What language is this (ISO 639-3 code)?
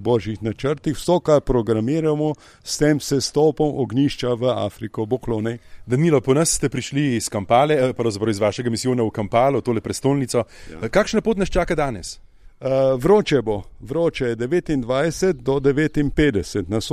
slv